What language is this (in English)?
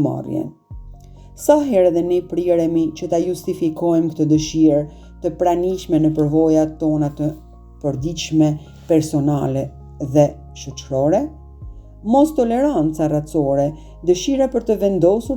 Albanian